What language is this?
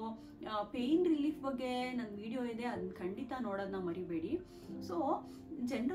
Kannada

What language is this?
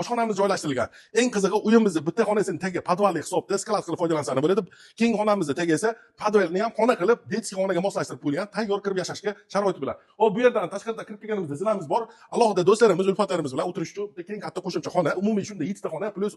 Uzbek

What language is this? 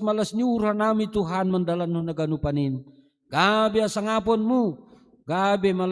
Batak Simalungun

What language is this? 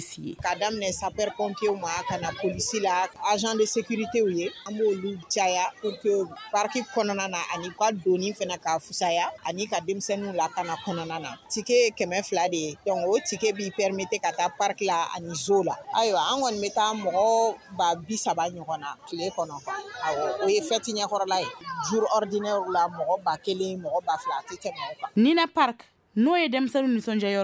Bambara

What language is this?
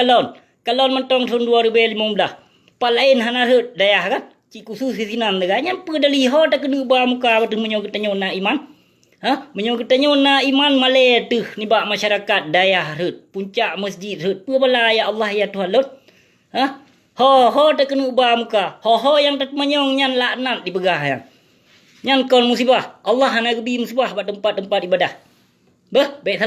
Achinese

